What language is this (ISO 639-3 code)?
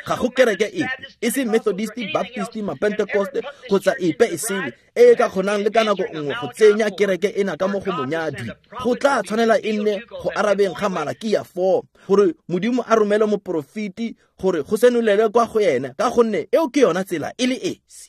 tsn